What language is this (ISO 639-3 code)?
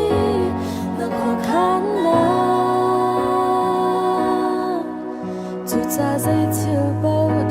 cnh